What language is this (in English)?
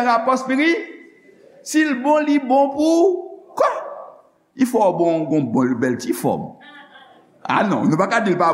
Haitian Creole